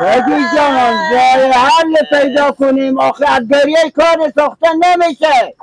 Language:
Persian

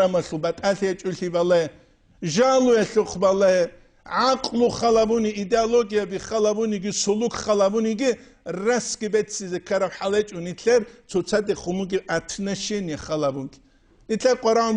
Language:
Avaric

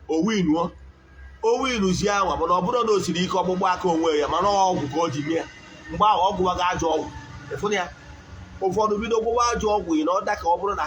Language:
Igbo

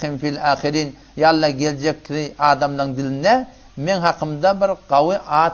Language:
Turkmen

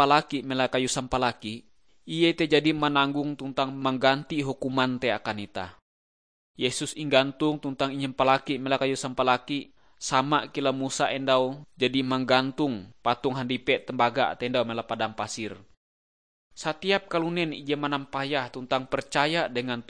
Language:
Ngaju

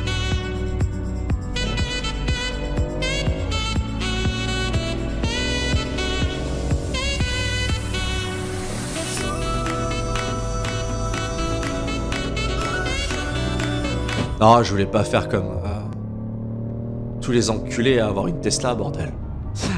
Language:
French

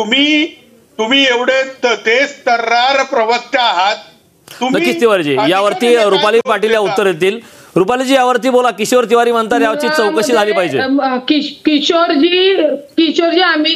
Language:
Marathi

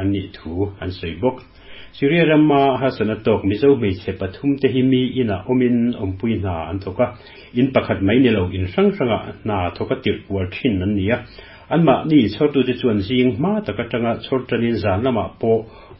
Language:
Mizo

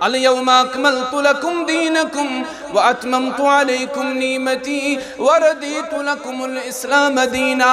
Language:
Kashmiri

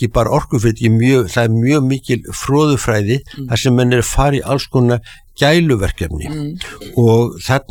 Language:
Icelandic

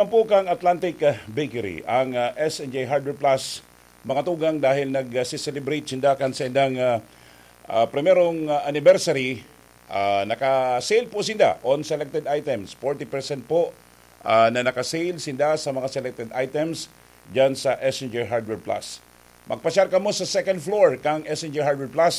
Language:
Bikol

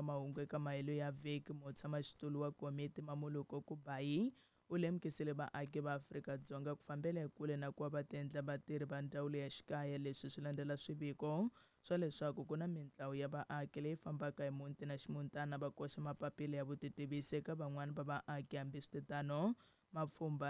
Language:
Tsonga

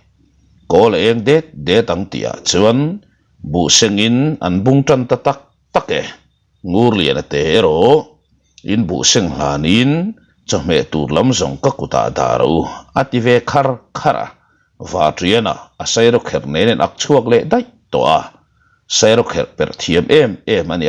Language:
Mizo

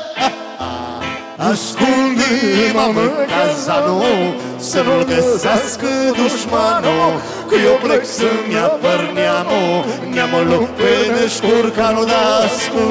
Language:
Romanian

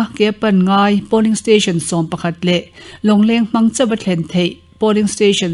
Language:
Mizo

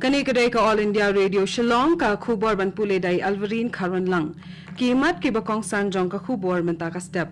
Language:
Khasi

